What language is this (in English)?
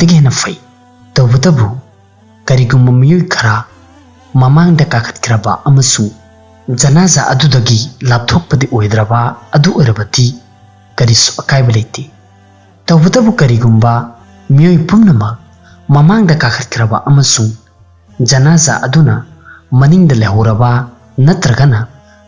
Manipuri